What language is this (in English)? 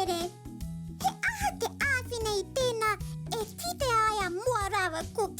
Māori